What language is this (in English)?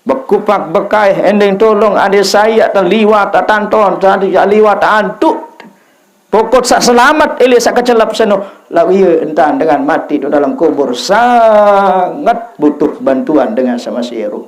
Sasak